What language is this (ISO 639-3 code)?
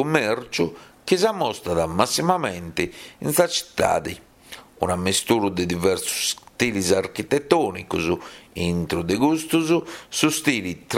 srd